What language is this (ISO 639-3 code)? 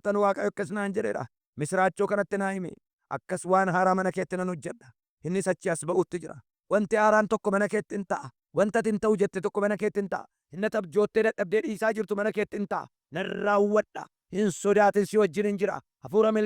orm